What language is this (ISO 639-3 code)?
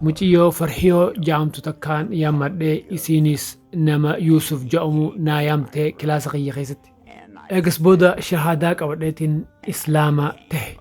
orm